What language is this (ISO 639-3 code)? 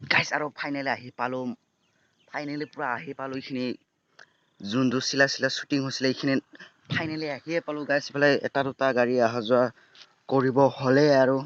asm